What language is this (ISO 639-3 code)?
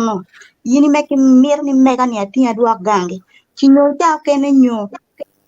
ach